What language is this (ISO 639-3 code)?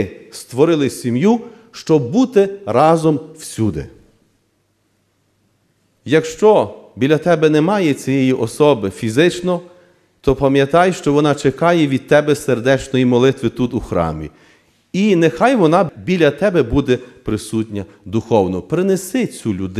ukr